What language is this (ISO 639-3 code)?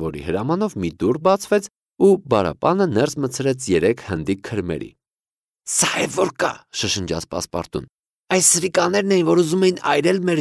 hye